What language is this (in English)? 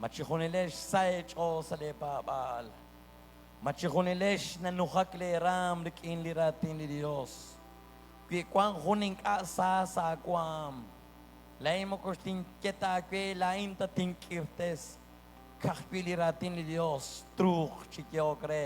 Kekchí